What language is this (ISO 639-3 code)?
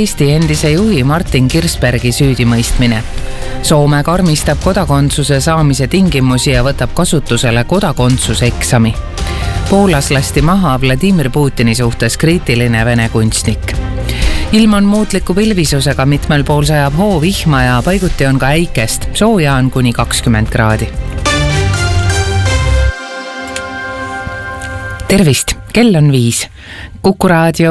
est